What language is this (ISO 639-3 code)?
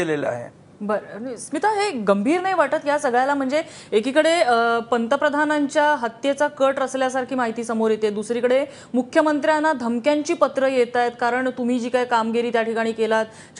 mar